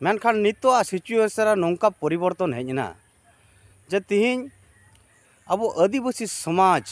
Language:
Santali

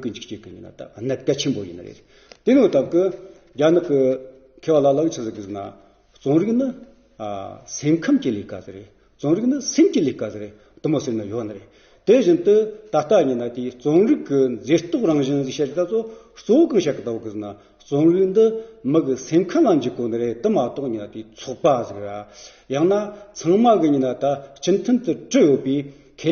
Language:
Amdo Tibetan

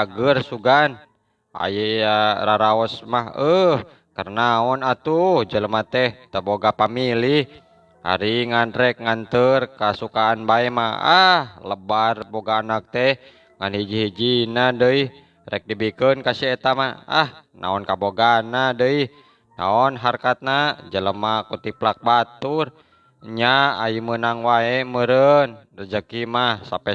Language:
Sundanese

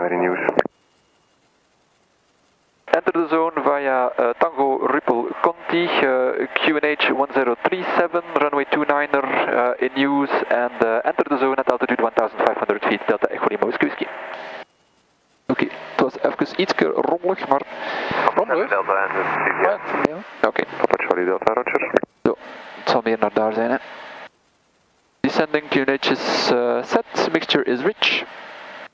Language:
Dutch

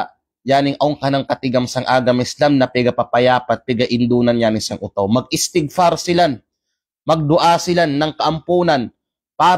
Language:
Kalagan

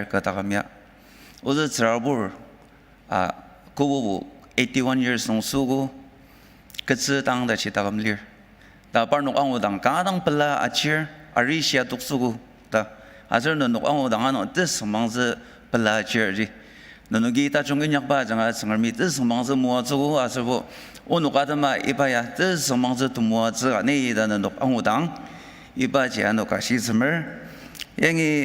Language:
Ao Naga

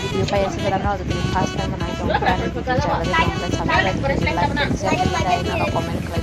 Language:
Kok Borok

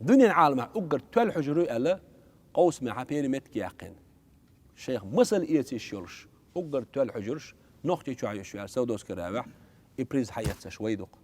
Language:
Chechen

